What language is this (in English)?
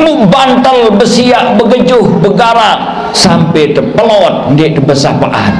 Sasak